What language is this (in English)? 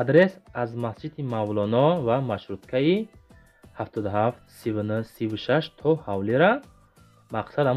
Tajik